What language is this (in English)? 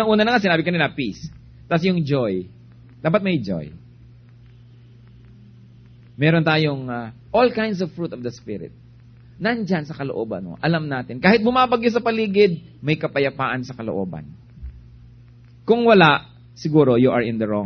Filipino